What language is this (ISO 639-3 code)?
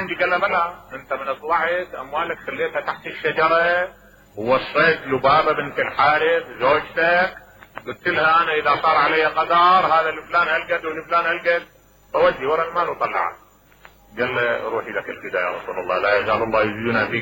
acm